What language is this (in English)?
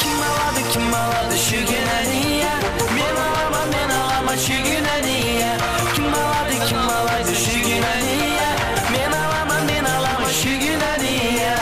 Kara-Kalpak